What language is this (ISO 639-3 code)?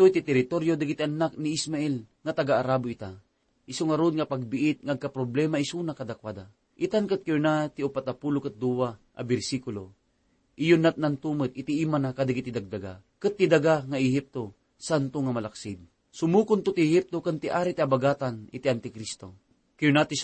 ilo